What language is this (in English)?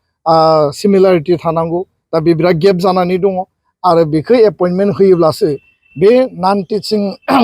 Bodo